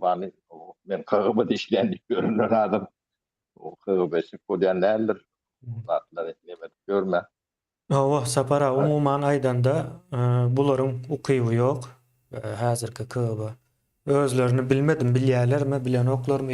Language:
Turkmen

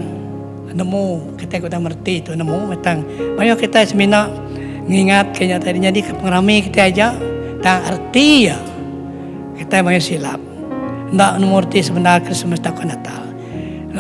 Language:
Iban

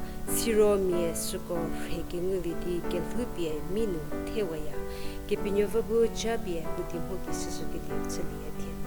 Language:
Angami Naga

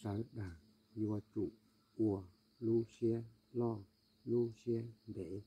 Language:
Hmong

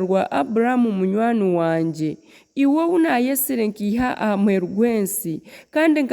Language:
Nyankole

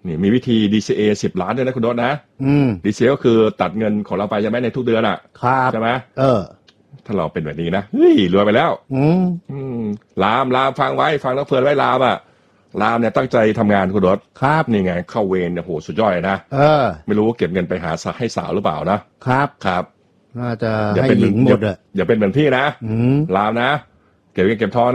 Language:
Thai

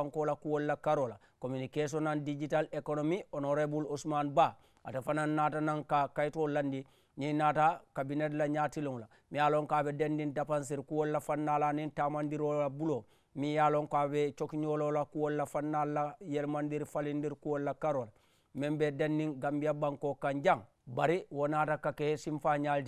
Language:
Mandingo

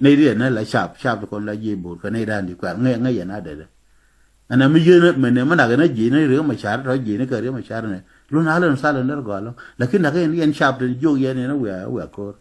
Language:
Nuer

